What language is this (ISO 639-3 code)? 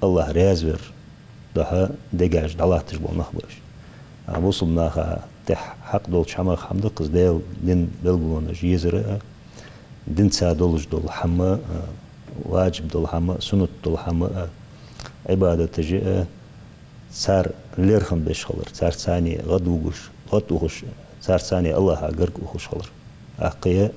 inh